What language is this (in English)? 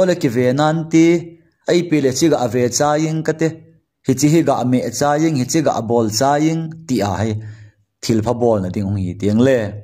Thado Chin